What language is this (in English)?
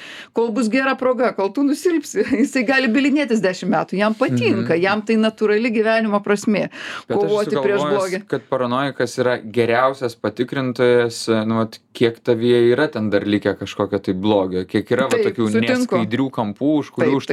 Lithuanian